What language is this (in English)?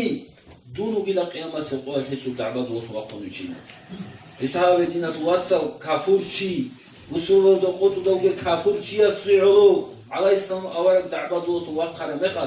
Avaric